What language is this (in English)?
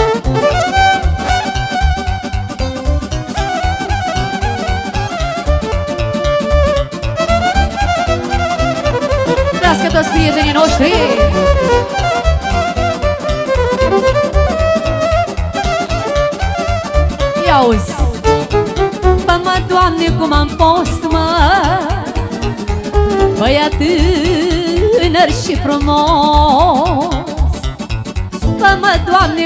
Romanian